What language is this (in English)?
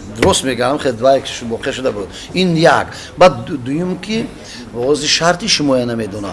Tajik